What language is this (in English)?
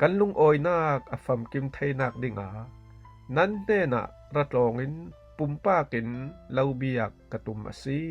Falam Chin